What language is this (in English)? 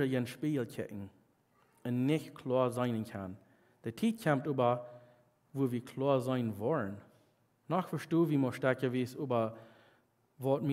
Plautdietsch